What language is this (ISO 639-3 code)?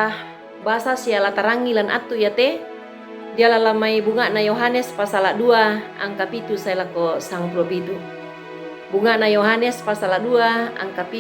sda